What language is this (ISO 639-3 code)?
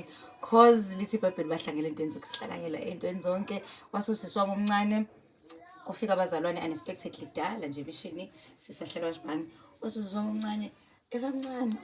zul